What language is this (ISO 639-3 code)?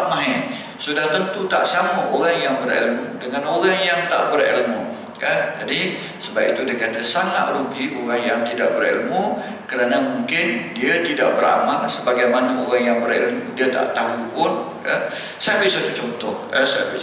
msa